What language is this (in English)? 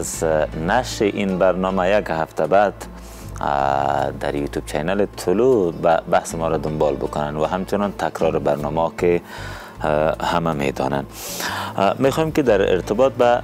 Persian